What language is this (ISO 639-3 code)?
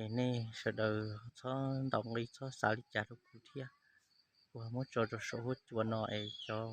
hmn